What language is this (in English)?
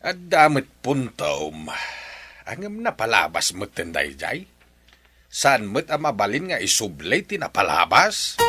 Iloko